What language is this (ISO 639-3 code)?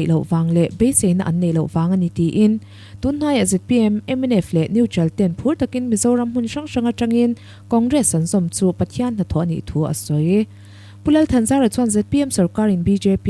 lus